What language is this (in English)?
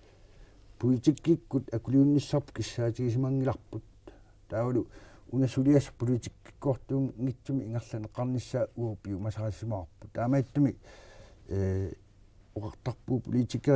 Kalaallisut